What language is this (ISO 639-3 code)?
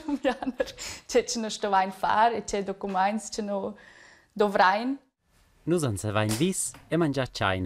roh